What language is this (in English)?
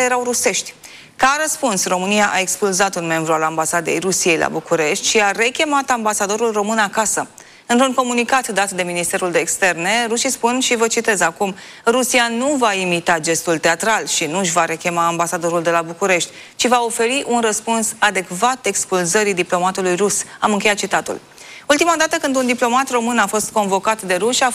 Romanian